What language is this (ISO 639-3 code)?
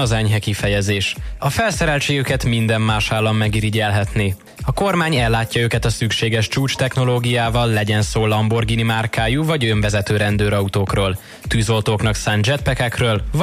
hun